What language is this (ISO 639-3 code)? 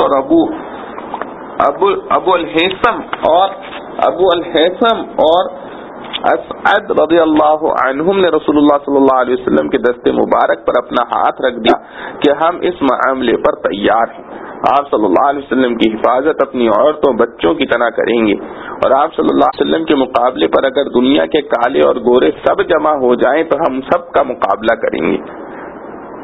urd